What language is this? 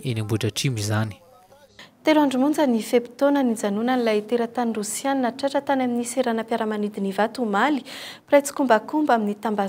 Malagasy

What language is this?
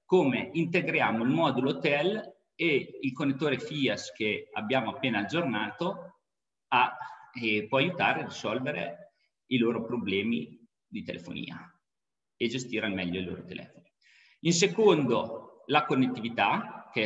Italian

